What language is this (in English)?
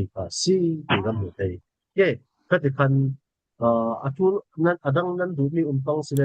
Falam Chin